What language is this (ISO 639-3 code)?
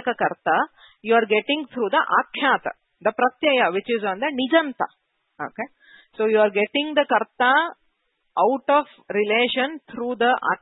san